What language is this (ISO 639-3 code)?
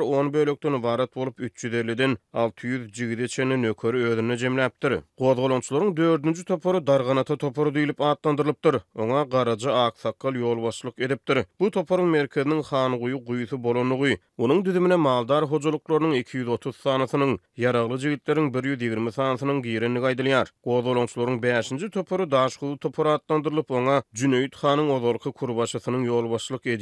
tuk